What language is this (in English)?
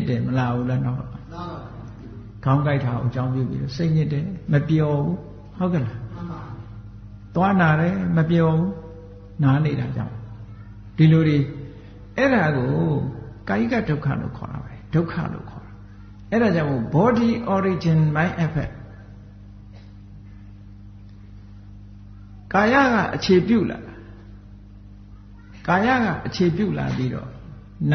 Burmese